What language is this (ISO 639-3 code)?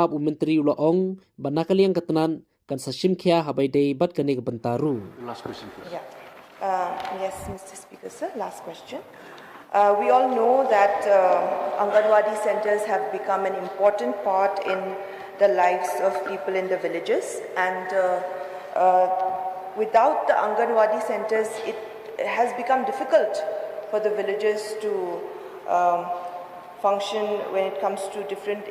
kha